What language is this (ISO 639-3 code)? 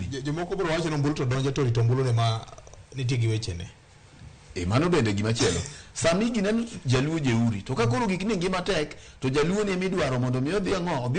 luo